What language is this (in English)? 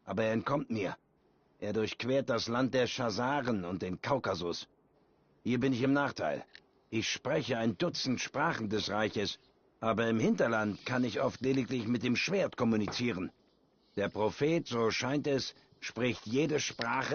Swiss German